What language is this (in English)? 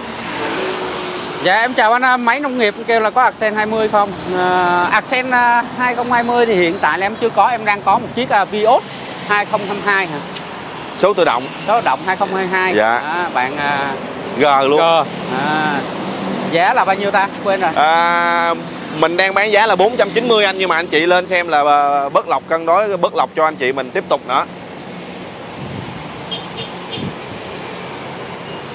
Vietnamese